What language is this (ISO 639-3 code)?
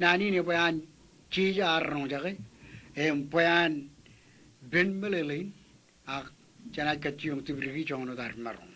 mah